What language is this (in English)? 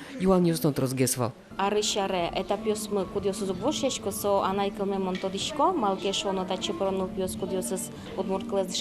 Udmurt